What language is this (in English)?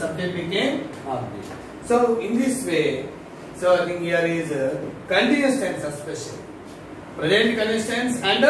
English